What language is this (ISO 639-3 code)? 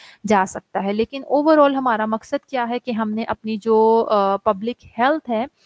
urd